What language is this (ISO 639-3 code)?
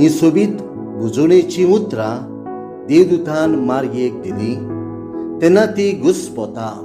kok